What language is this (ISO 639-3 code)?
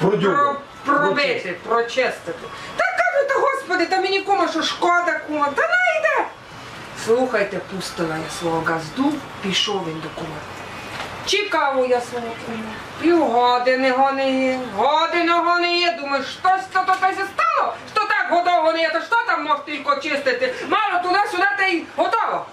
rue